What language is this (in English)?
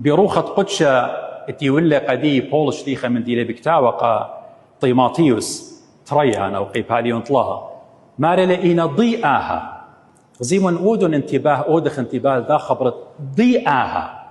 Assyrian Neo-Aramaic